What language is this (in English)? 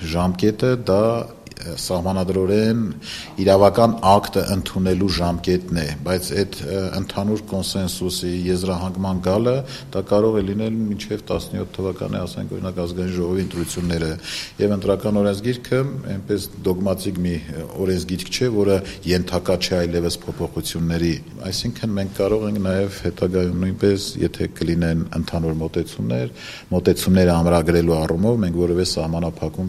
Armenian